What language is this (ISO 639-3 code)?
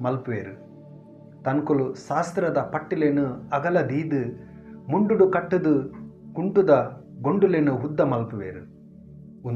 tcy